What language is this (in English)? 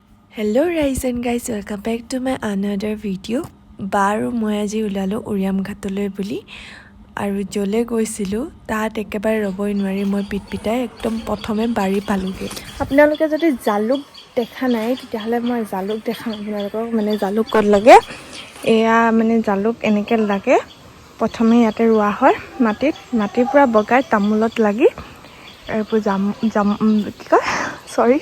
Assamese